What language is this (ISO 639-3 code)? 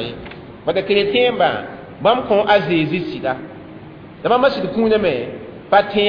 mos